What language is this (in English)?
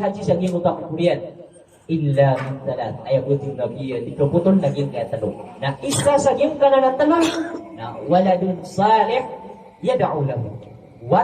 Maranao